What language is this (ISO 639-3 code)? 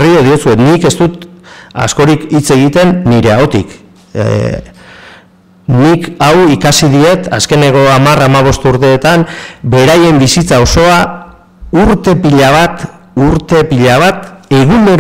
eus